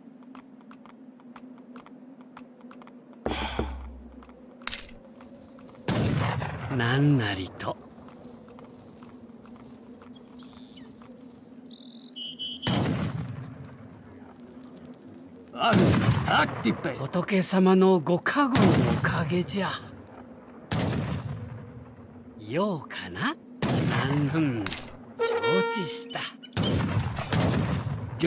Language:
Japanese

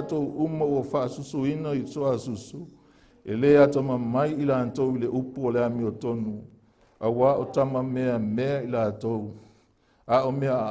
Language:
Samoan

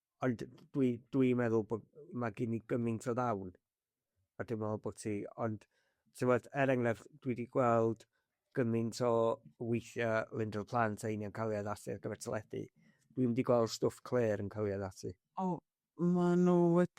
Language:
Welsh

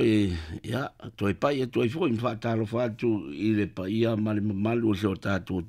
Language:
Samoan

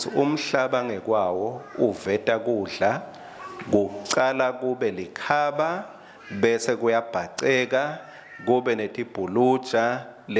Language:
Swati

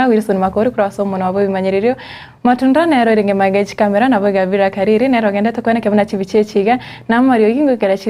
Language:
Gusii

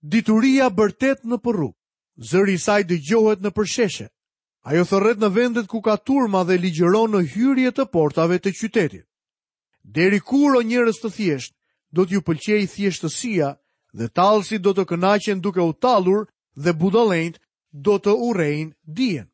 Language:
Albanian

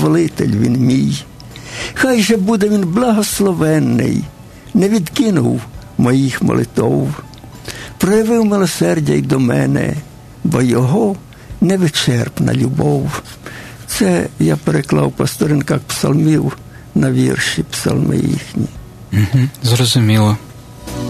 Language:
Ukrainian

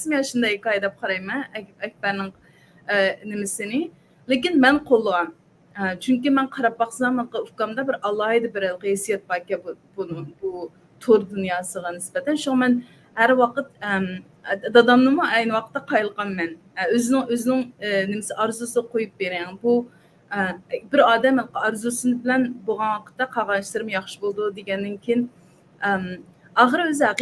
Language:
Uyghur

